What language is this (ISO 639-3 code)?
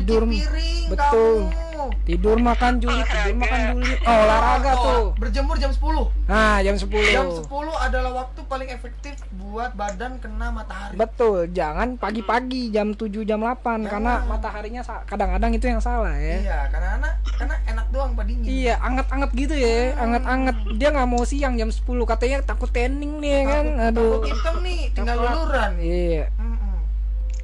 ind